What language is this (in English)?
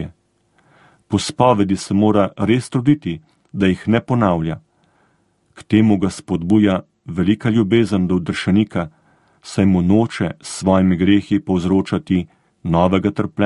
Slovenian